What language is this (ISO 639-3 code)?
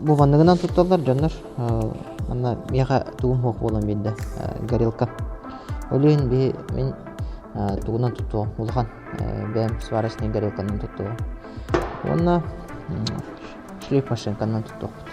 sah